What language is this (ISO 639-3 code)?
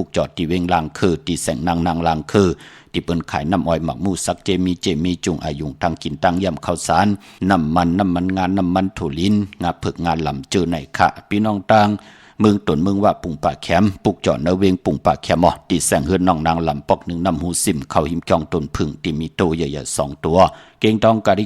shn